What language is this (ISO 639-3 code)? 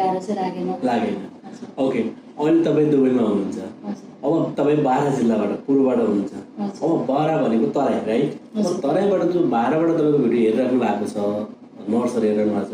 nep